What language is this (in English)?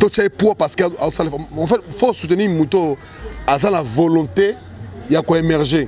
Lingala